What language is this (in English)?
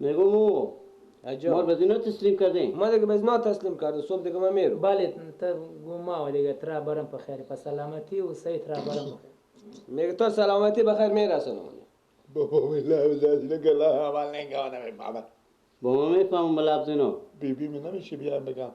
Persian